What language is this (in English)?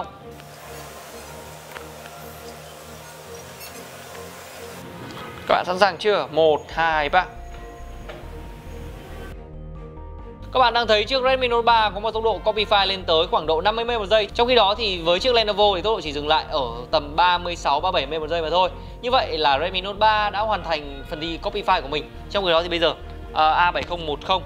Vietnamese